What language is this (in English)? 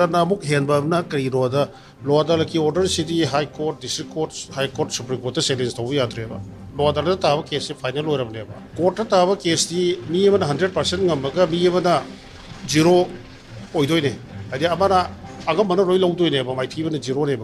Manipuri